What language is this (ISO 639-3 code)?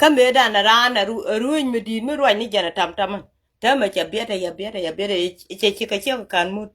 nus